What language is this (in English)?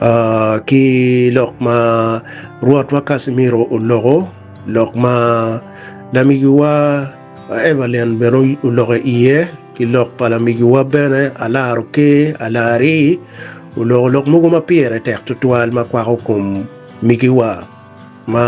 Acoli